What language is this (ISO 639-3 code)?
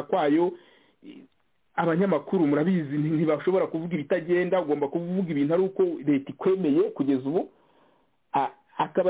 kin